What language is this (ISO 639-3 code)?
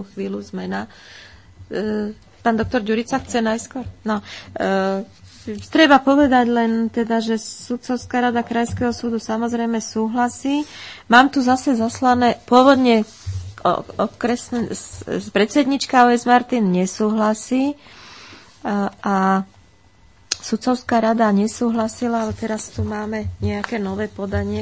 slk